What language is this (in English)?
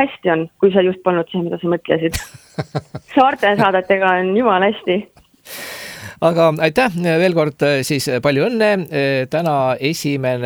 Estonian